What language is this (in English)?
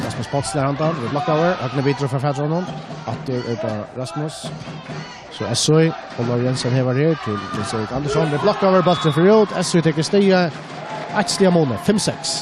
Faroese